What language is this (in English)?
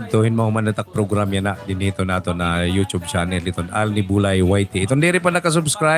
Waray